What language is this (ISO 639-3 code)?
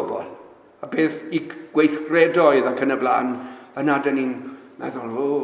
cym